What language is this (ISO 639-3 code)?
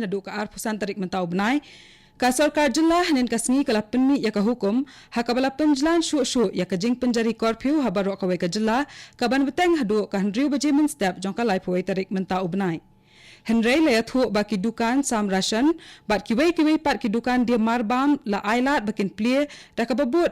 kha